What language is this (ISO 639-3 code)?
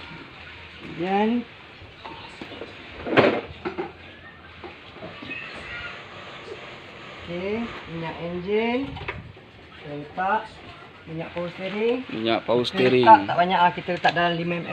msa